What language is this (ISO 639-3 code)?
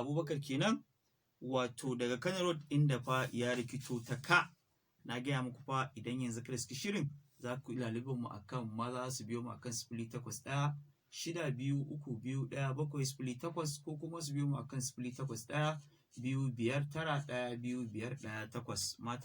hau